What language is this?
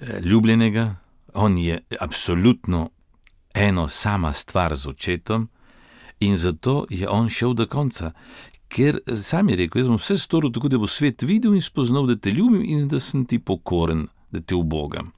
Slovenian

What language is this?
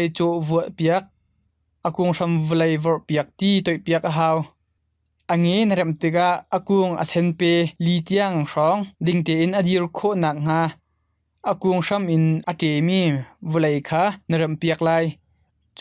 Hakha Chin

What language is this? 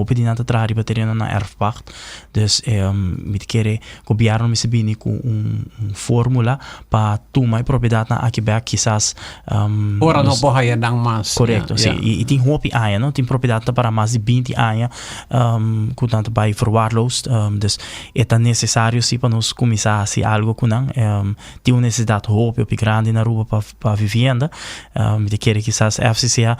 Papiamento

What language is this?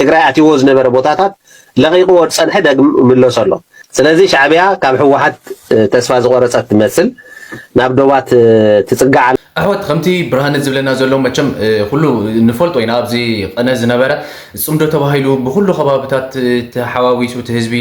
Tigrinya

